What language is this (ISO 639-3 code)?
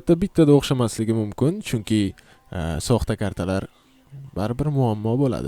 uzb